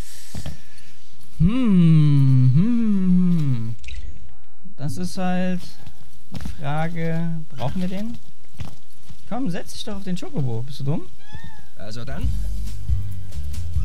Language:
German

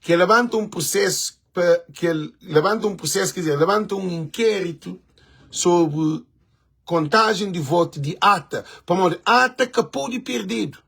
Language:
Kabuverdianu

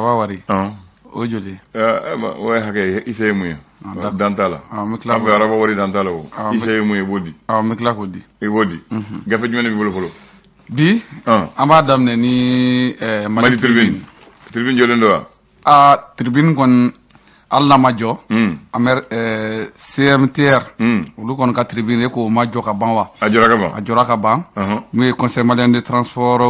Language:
Bambara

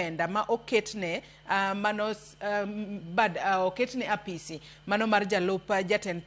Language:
Luo (Kenya and Tanzania)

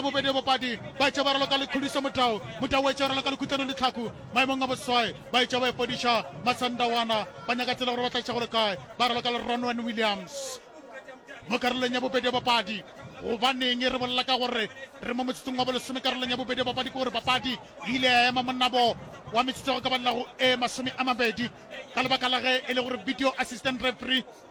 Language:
Northern Sotho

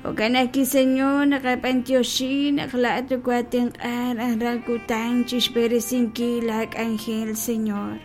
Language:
Kekchí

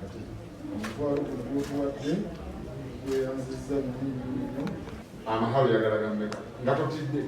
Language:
Ganda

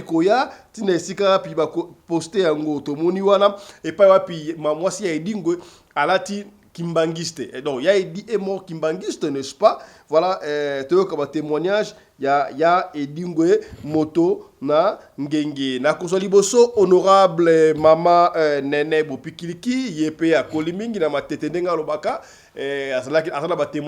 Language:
Lingala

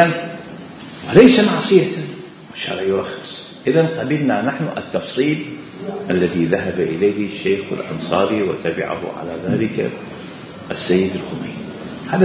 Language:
Mesopotamian Arabic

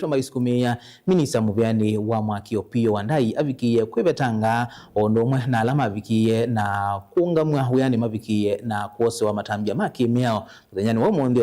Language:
Kamba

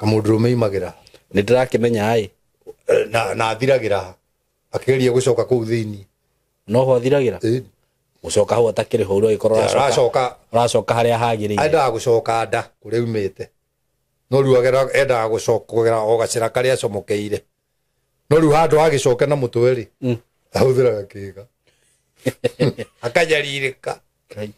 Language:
Kikuyu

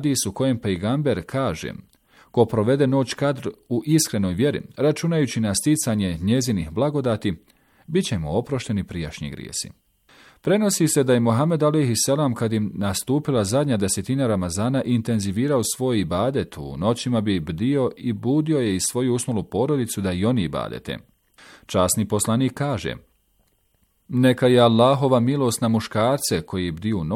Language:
Bosnian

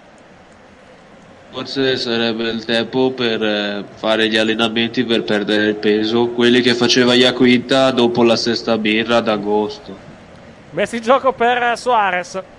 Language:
Italian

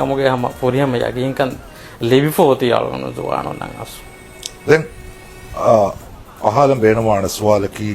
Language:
Divehi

